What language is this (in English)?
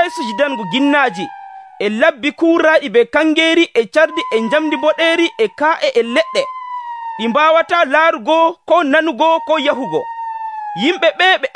Nigerian Fulfulde